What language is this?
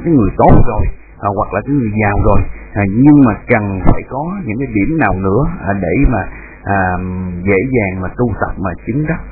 Vietnamese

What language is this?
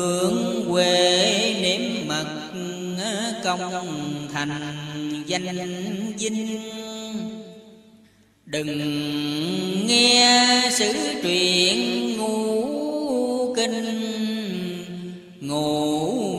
Vietnamese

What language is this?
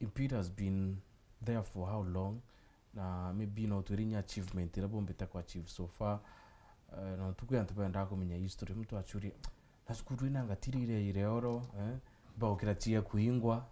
Meru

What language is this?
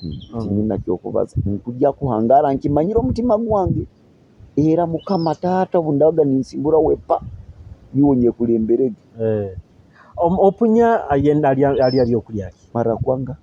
Nyoro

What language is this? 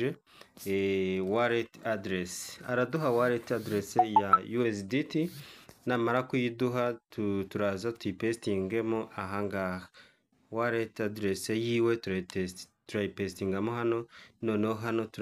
Kinyarwanda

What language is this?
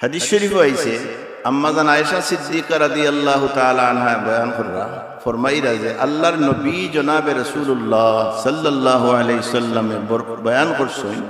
Sylheti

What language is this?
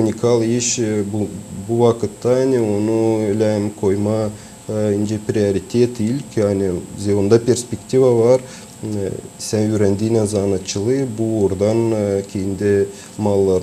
Gagauz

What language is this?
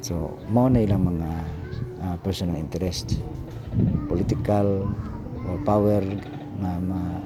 Cebuano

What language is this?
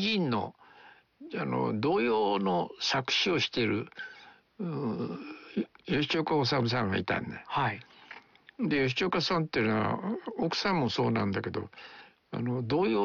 Japanese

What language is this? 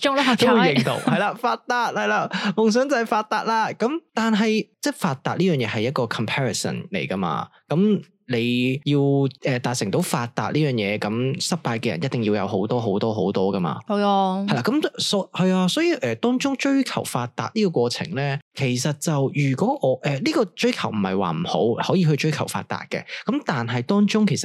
Cantonese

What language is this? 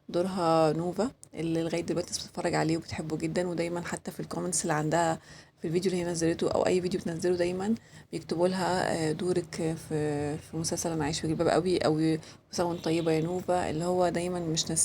Egyptian Arabic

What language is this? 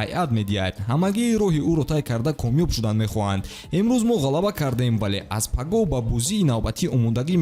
Tajik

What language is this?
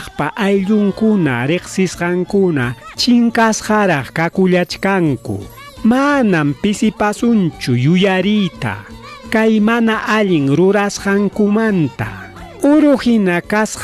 Ayacucho Quechua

